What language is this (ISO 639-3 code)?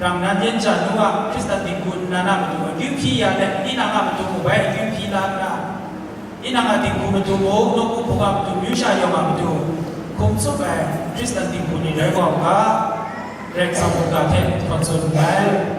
kac